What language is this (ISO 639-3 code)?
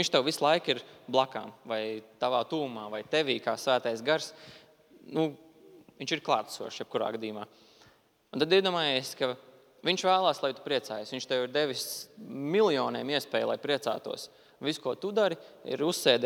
lav